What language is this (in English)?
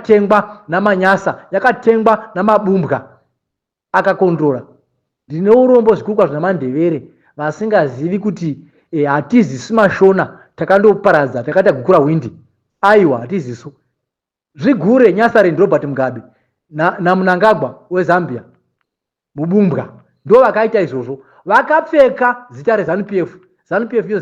Shona